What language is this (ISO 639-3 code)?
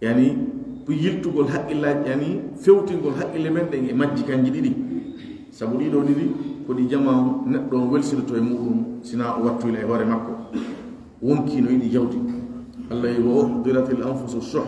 fuf